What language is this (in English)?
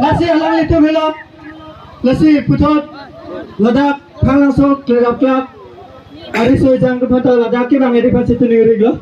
Karbi